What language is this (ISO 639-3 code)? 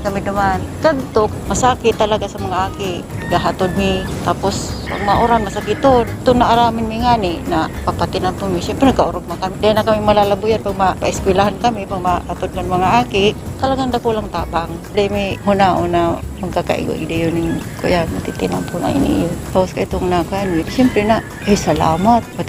bik